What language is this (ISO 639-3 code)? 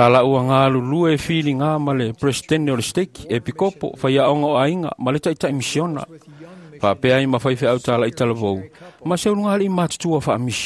smo